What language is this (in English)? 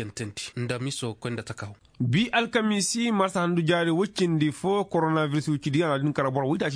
Koyraboro Senni